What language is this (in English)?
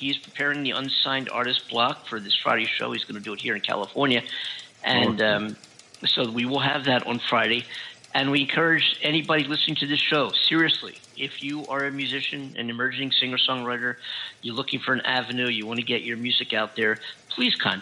English